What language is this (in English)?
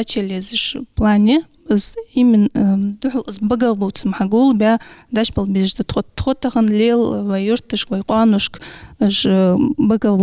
Ingush